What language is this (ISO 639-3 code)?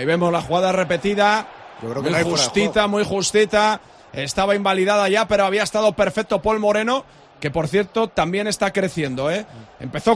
spa